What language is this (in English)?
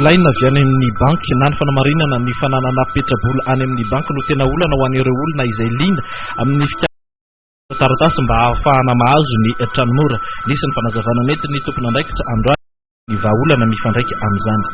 Malagasy